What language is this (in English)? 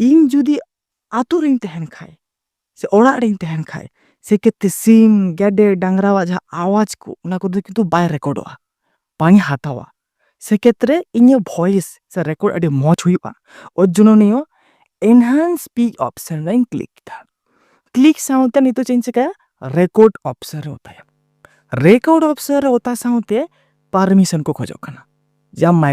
Santali